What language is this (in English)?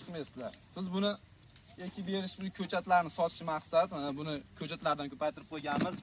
Uzbek